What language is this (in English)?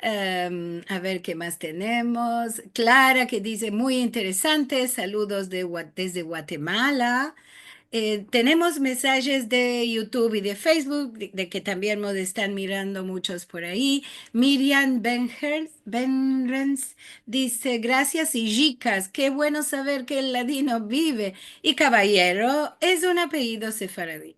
Ladino